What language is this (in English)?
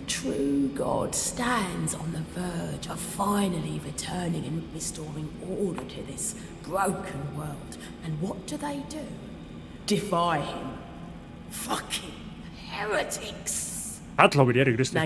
Bavarian